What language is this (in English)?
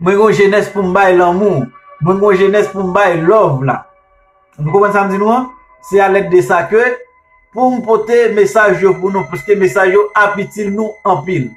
Haitian Creole